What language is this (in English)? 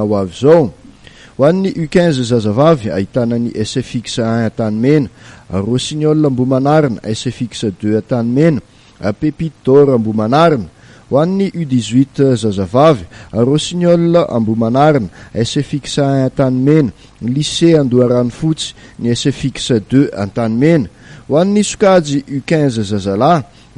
Malagasy